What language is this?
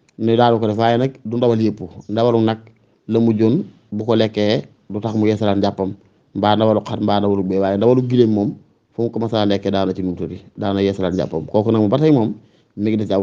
Wolof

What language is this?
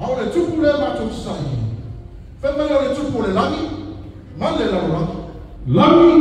Samoan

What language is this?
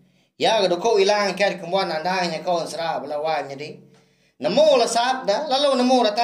Iban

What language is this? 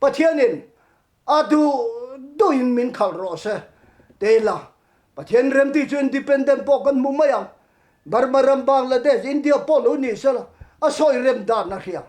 Mizo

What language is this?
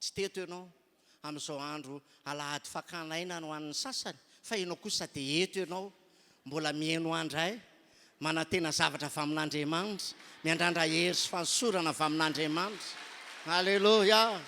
Malagasy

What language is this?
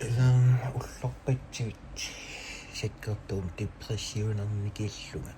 Kalaallisut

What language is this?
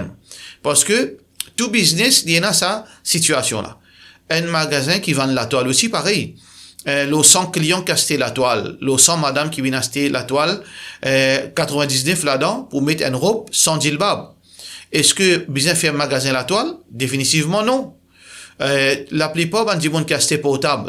Morisyen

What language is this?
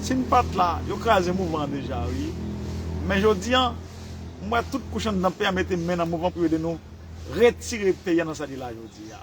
Haitian Creole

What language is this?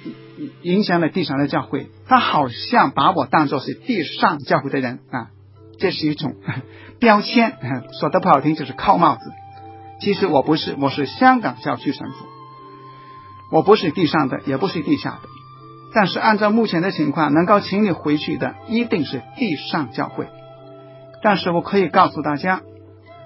Chinese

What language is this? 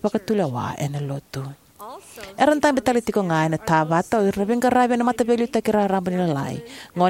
Fijian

